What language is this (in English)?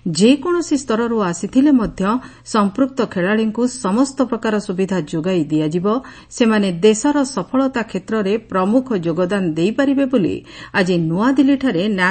Odia